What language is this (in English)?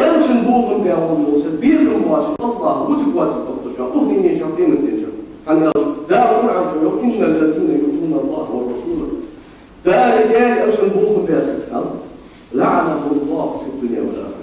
Ingush